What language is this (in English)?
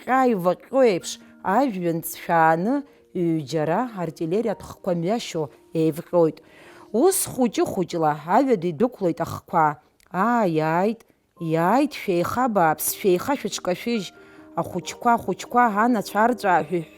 Abkhazian